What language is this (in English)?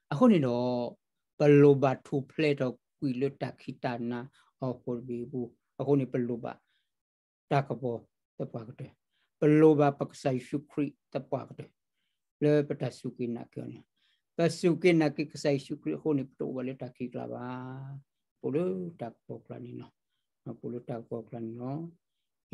S'gaw Karen